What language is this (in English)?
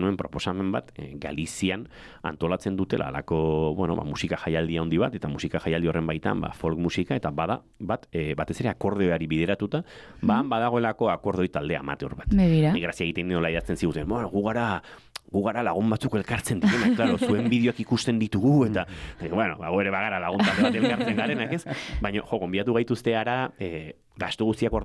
Basque